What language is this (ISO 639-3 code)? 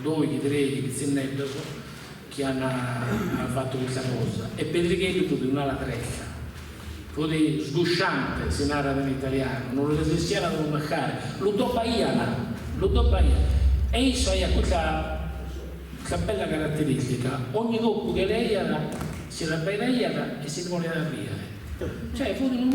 srd